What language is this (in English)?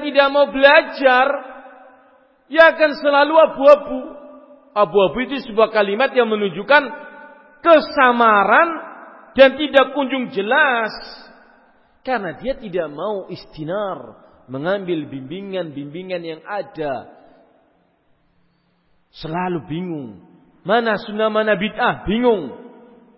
Indonesian